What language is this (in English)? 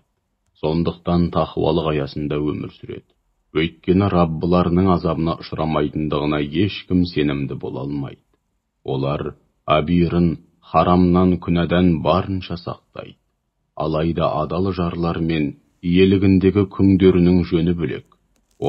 Kazakh